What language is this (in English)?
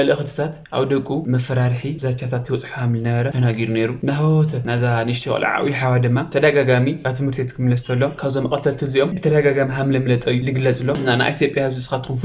Tigrinya